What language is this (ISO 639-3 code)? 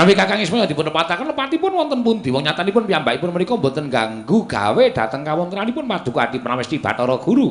jav